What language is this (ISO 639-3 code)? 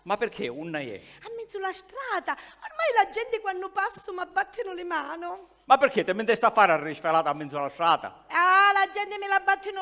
scn